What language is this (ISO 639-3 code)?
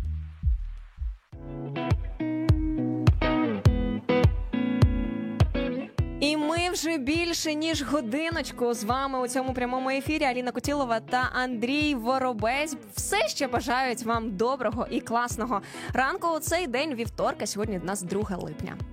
ukr